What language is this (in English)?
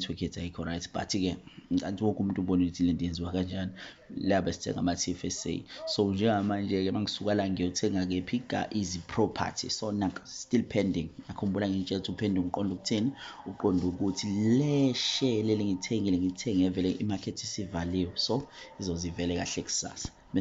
Zulu